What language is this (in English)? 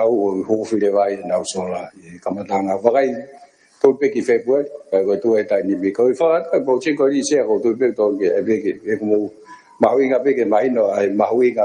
Tongan